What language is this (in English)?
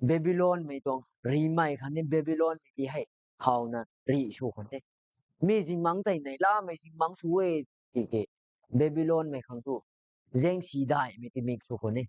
Rongmei Naga